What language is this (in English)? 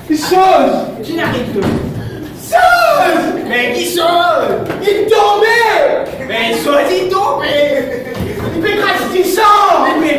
Morisyen